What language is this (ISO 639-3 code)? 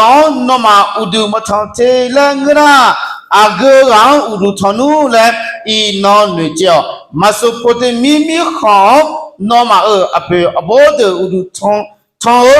ahk